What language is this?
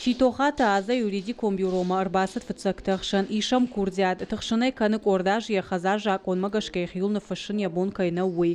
Ossetic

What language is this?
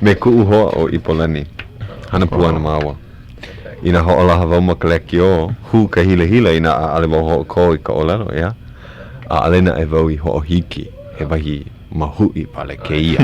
Hawaiian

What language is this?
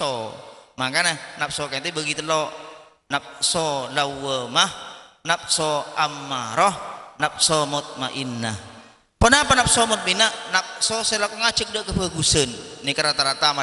Madurese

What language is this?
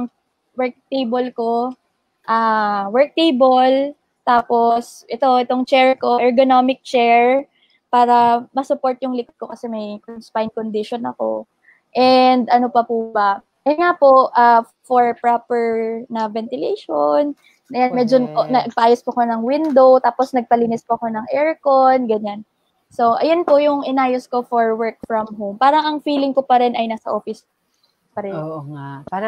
Filipino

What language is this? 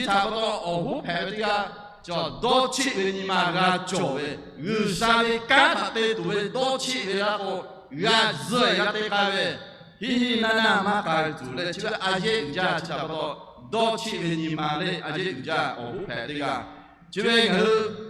Lahu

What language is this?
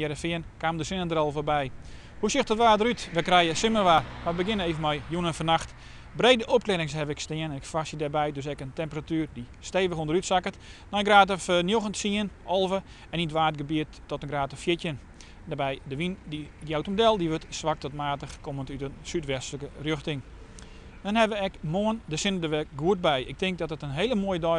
Western Frisian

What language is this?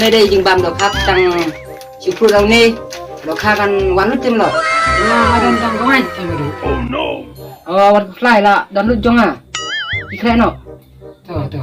Khasi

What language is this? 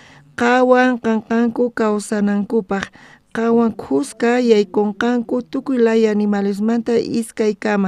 South Bolivian Quechua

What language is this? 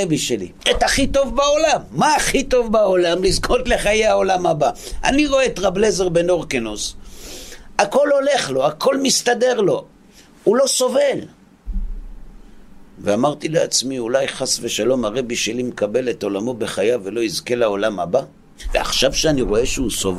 Hebrew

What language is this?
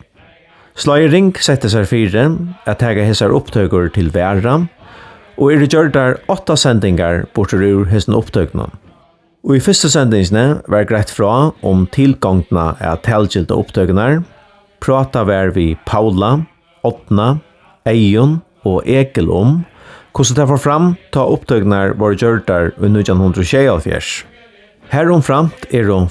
Faroese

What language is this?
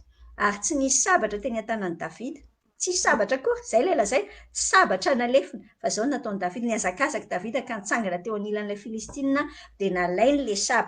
Malagasy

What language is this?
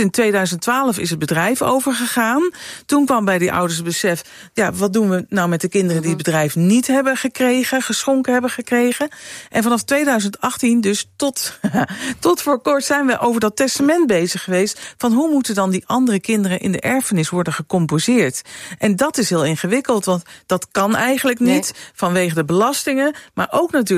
Dutch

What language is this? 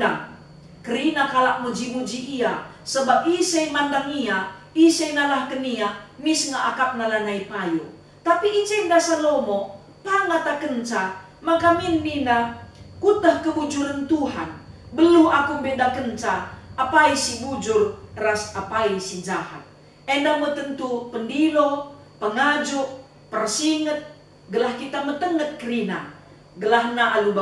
Batak Karo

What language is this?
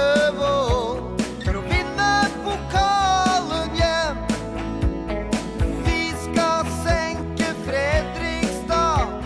Norwegian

